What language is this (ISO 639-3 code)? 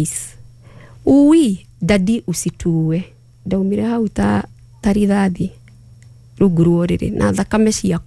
kik